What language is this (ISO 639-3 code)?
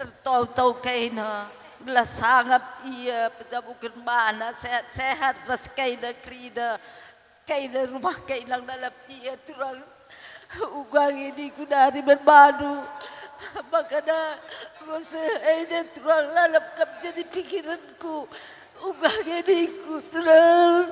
btx